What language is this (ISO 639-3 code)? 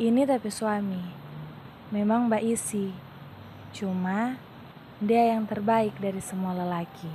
xmm